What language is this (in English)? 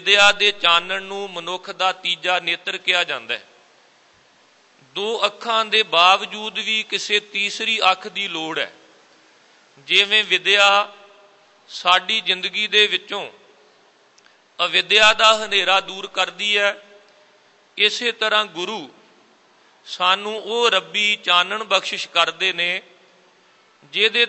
Punjabi